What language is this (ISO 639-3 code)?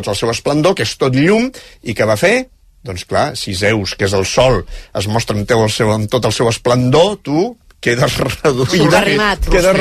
cat